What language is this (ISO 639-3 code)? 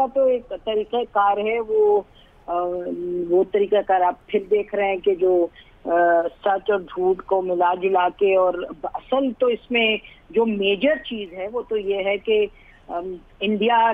urd